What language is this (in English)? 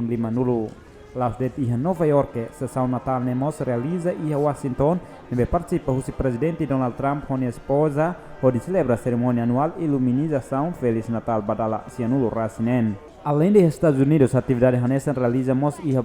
Tetum